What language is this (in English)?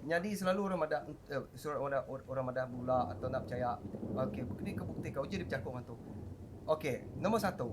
Iban